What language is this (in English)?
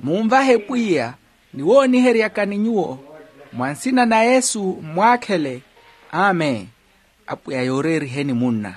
Makhuwa